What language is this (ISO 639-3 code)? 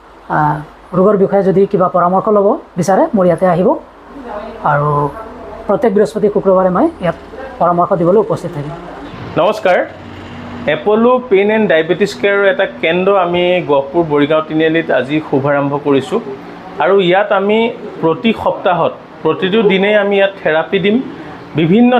asm